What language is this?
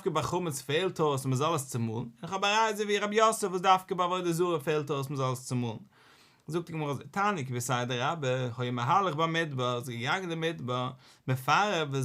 Yiddish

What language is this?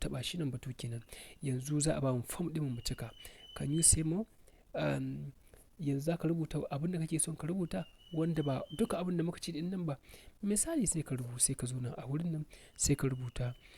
Hausa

